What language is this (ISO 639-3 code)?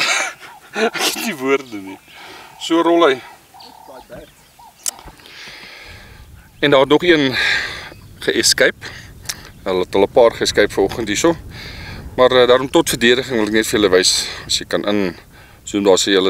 afr